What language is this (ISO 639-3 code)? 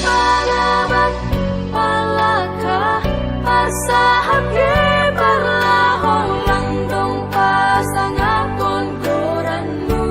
bts